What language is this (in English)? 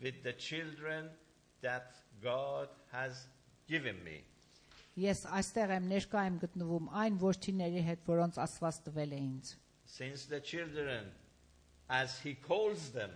Armenian